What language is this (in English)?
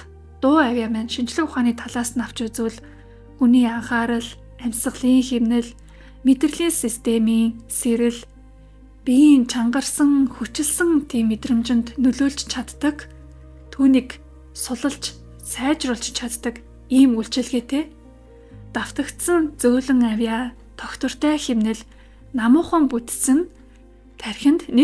Mongolian